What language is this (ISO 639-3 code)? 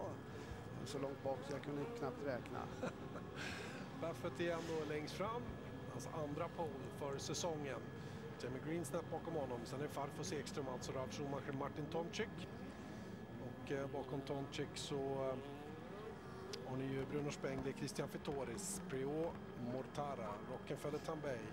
swe